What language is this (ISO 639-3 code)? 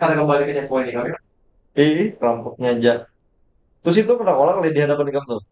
bjn